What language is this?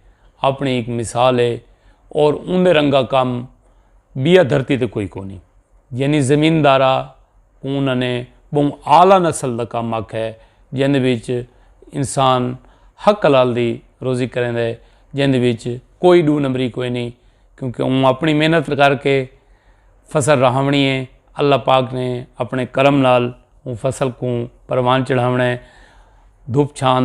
Saraiki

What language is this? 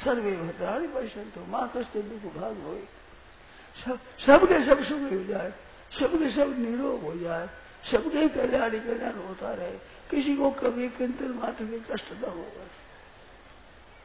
Hindi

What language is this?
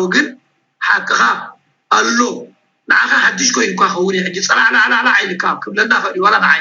Tigrinya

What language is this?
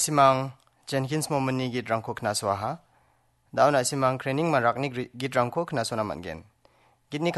Garo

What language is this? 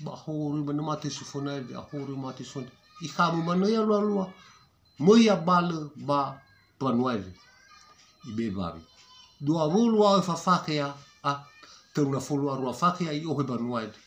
Nias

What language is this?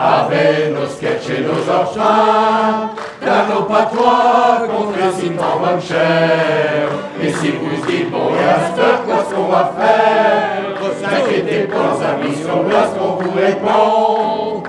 Picard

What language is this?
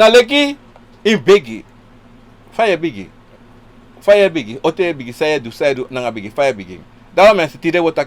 Sranan Tongo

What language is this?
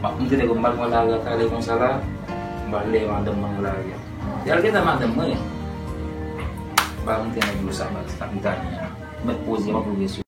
Haitian Creole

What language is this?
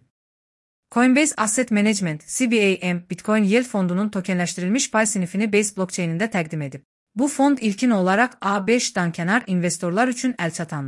Azerbaijani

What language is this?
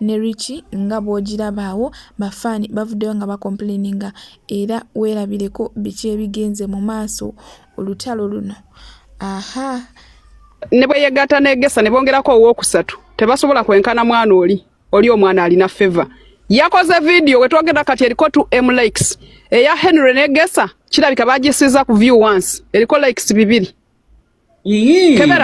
Ganda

